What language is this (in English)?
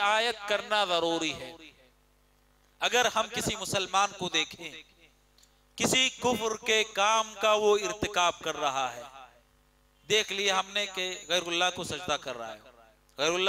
Urdu